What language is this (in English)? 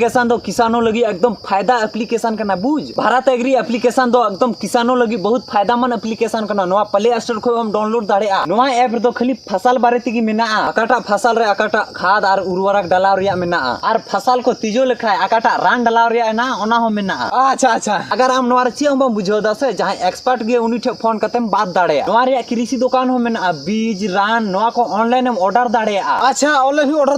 Santali